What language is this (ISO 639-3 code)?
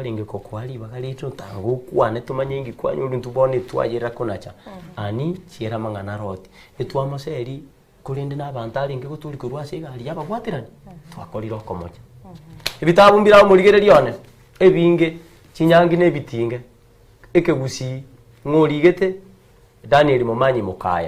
guz